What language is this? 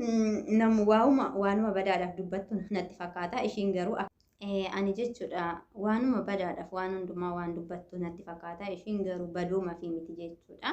Oromo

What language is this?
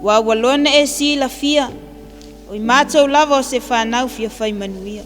Samoan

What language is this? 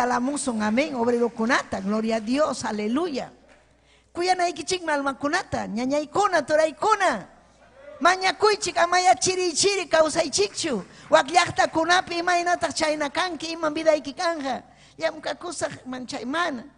Ayacucho Quechua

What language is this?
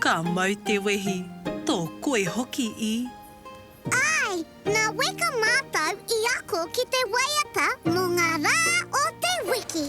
Māori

